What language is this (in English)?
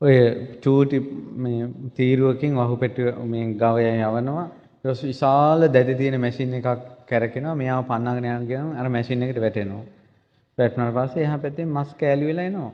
Sinhala